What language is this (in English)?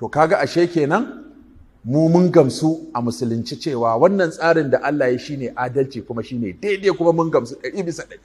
Hausa